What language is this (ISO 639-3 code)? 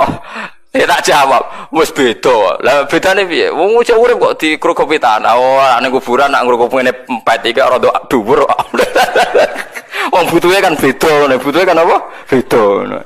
jav